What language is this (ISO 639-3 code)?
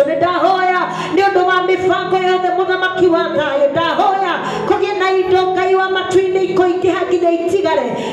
kik